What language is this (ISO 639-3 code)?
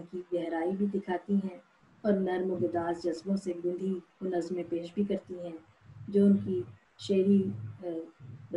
urd